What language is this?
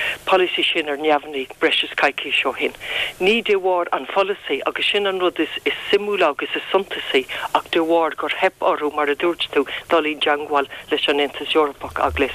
Irish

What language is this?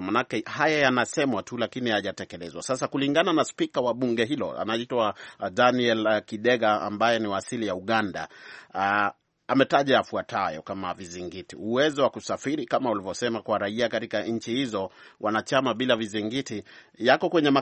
Swahili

